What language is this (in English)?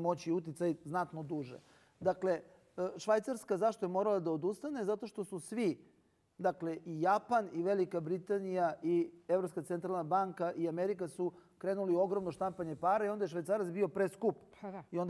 Serbian